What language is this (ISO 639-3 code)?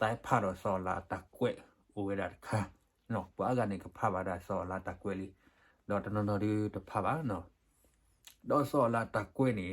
ksw